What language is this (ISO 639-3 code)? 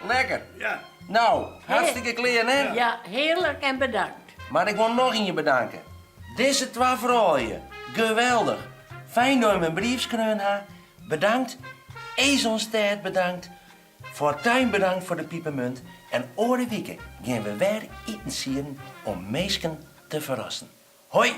fry